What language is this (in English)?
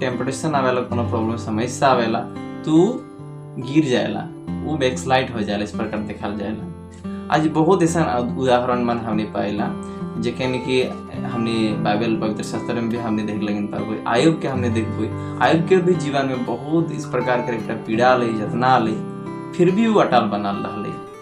Sadri